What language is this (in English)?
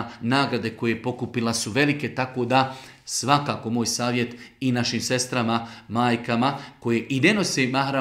Bosnian